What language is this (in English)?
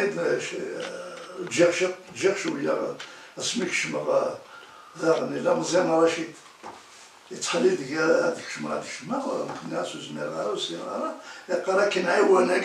Kabyle